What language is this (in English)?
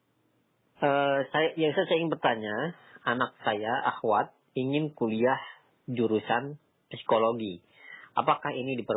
Indonesian